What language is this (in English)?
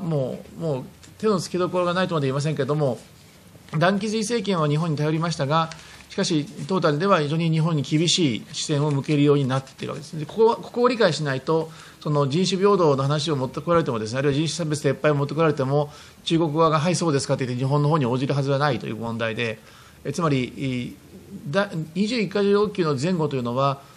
Japanese